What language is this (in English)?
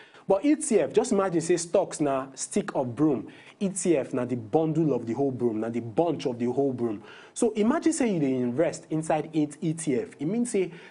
Nigerian Pidgin